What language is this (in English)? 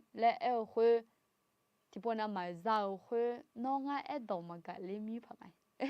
Akha